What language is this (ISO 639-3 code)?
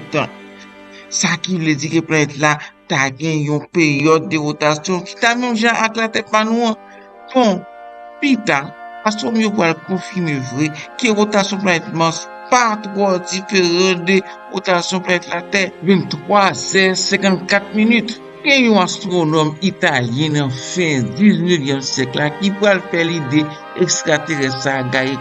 hat